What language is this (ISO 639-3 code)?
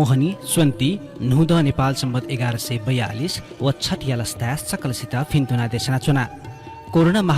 new